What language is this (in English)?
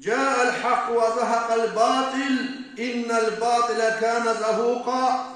Kumyk